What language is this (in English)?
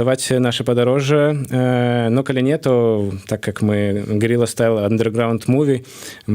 Belarusian